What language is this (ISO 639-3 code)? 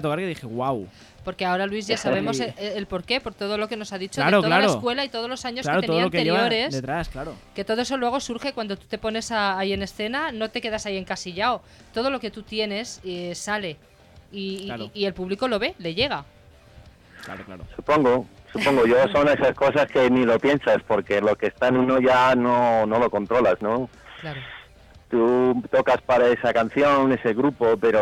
spa